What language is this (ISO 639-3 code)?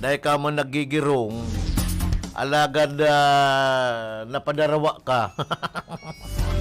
bik